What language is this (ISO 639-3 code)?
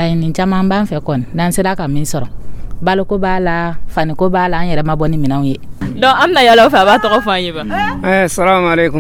dyu